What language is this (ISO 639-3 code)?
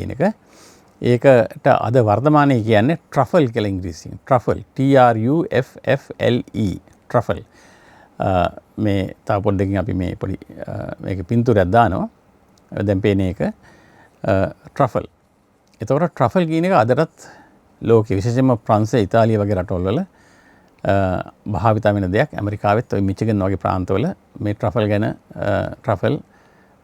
sin